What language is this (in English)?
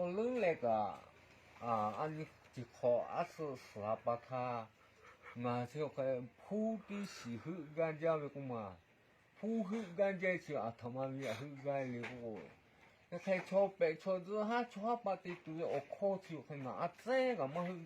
Lahu